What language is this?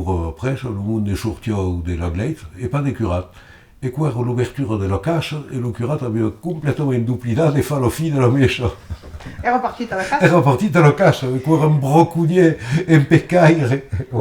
Occitan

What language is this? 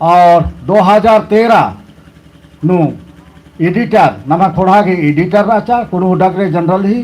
Kurukh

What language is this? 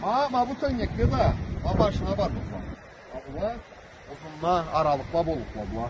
Karachay-Balkar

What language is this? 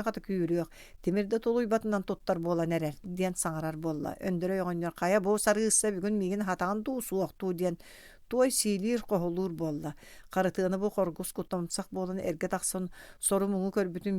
Yakut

